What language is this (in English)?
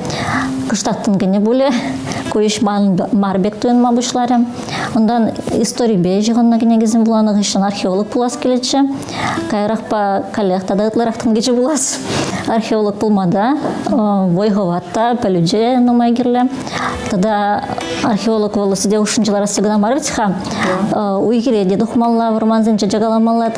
Chuvash